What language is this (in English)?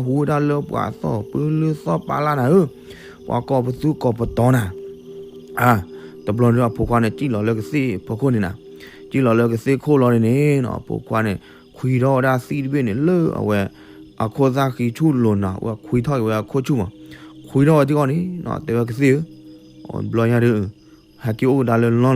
S'gaw Karen